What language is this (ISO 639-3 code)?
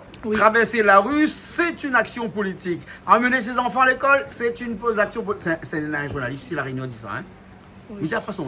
rcf